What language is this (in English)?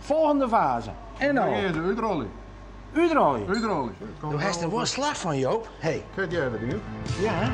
Western Frisian